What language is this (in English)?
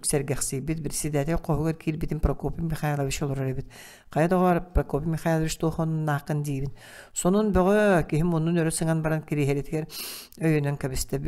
Yakut